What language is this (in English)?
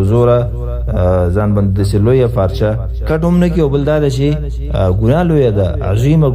Pashto